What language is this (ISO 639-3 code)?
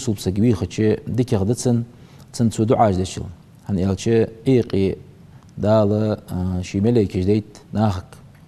inh